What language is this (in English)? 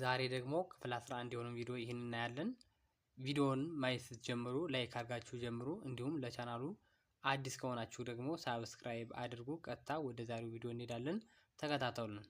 Amharic